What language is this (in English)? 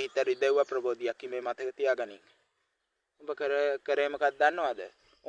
Sinhala